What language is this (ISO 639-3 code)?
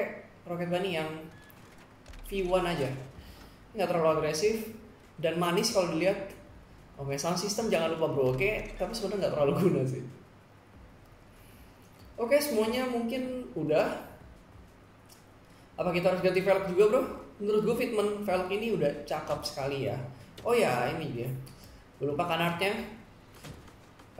ind